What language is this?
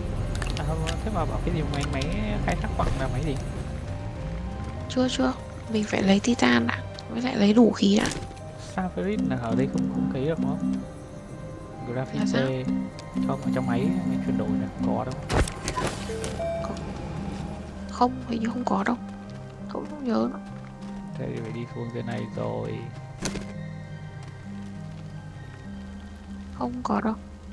Vietnamese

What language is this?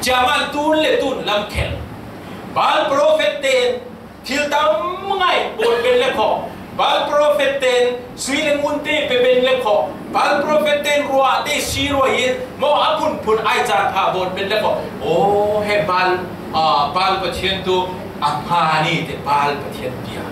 Falam Chin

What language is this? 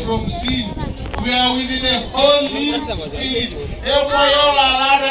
Teso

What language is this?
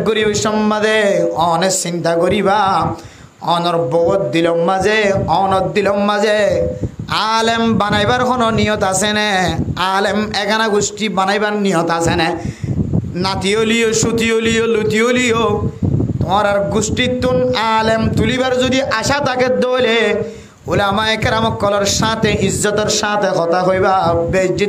Rohingya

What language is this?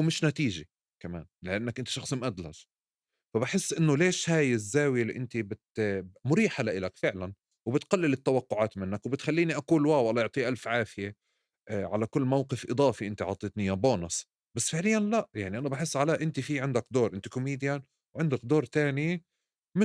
North Levantine Arabic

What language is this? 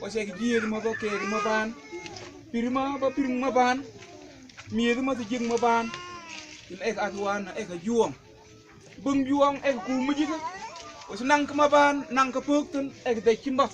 Mabaan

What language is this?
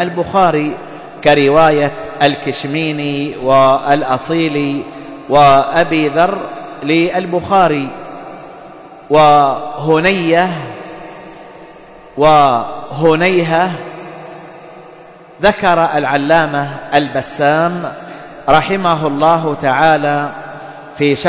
Arabic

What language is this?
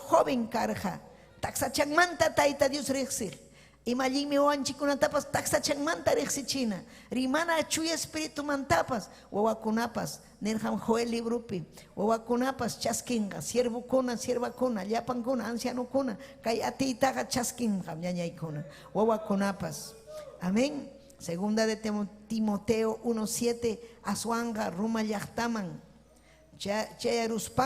Ayacucho Quechua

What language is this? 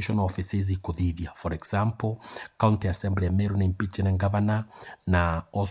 Meru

